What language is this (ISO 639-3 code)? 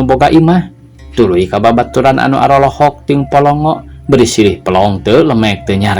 sun